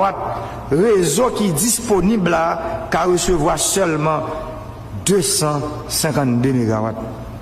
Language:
Haitian Creole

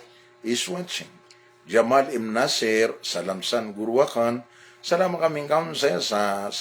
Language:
Maranao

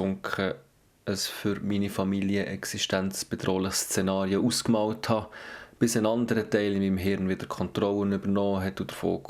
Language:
Swiss German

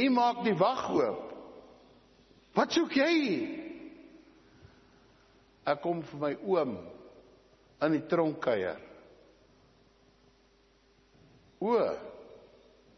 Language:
Afrikaans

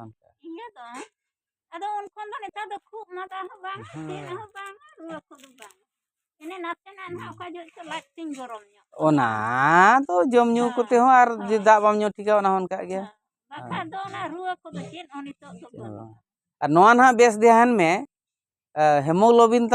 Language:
Santali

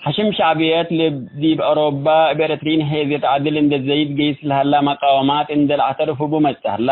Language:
Tigre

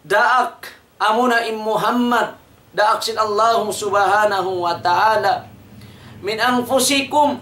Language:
Tausug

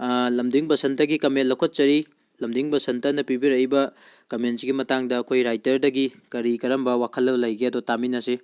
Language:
Manipuri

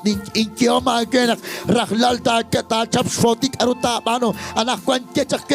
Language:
Kekchí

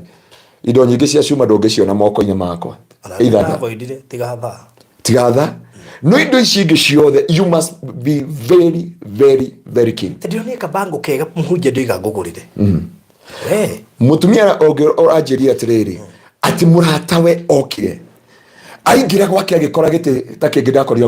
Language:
Kikuyu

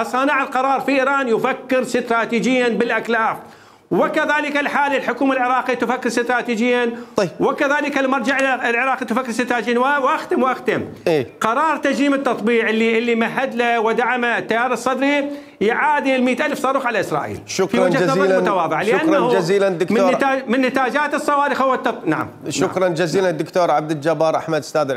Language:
Mesopotamian Arabic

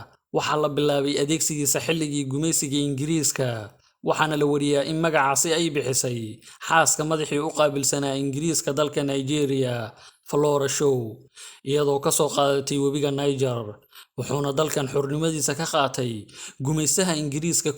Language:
Somali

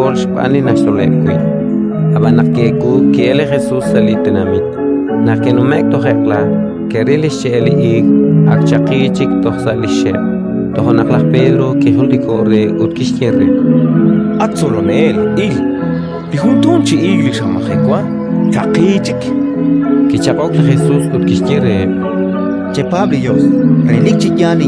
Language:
Kekchí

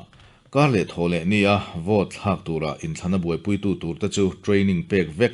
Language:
Mizo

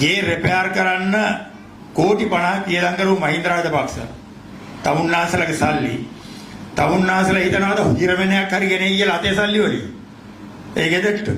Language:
Sinhala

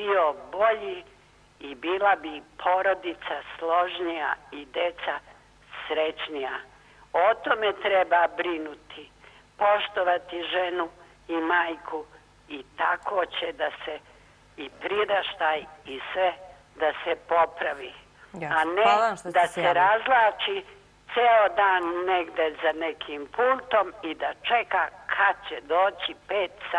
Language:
Serbian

